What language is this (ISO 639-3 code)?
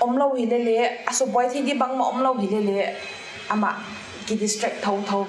pck